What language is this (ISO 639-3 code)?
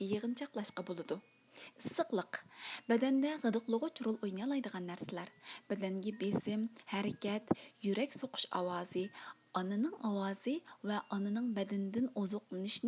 uig